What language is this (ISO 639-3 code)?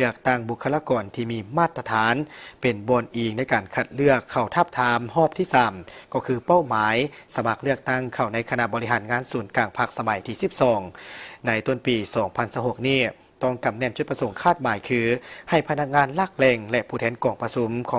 lao